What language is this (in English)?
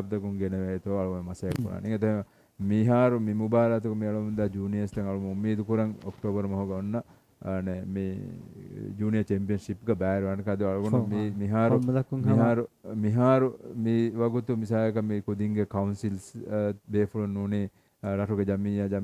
Divehi